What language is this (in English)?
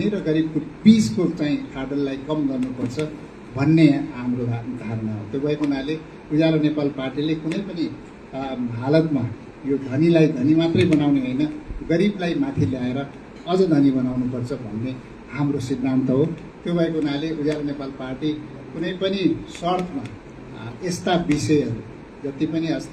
Nepali